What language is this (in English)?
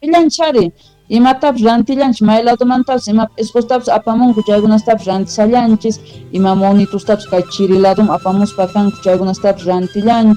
South Bolivian Quechua